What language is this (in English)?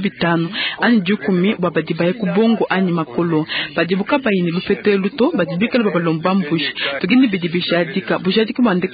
Luba-Lulua